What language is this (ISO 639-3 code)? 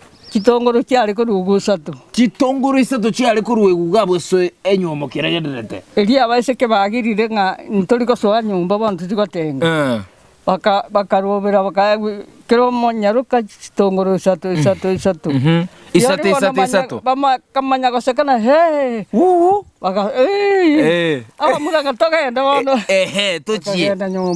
guz